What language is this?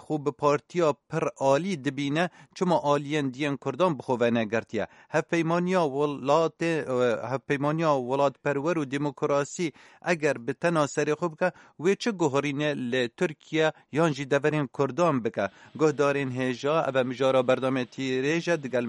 Kurdish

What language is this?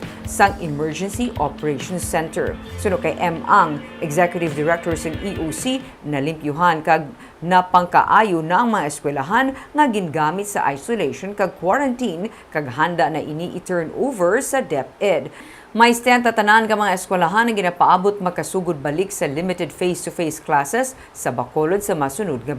Hiligaynon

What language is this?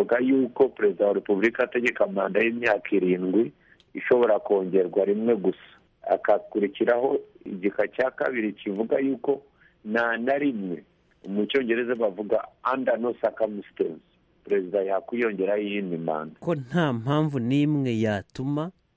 Kinyarwanda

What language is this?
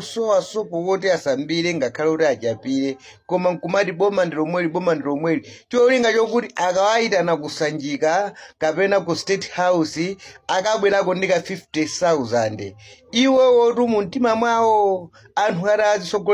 Nyanja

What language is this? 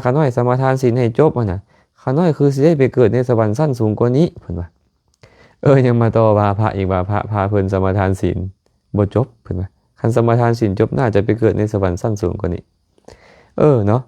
Lao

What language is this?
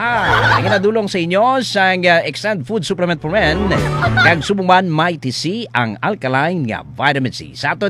Hiligaynon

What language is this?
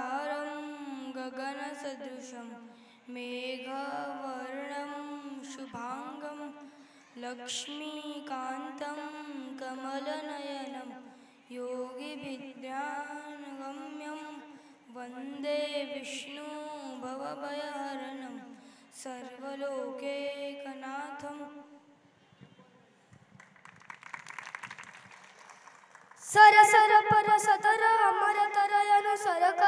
Gujarati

